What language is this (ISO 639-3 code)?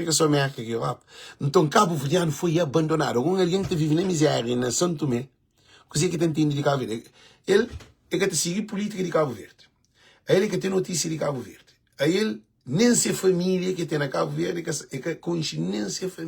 kea